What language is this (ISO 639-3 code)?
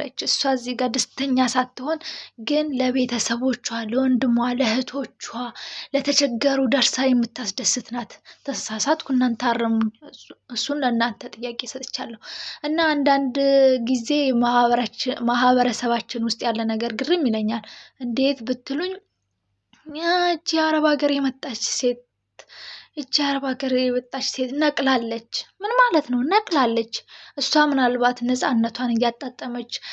amh